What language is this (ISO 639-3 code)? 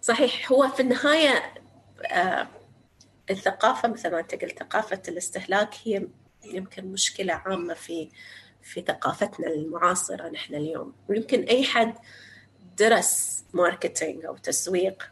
apc